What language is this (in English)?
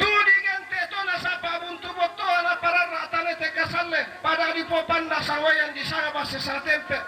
Toraja-Sa'dan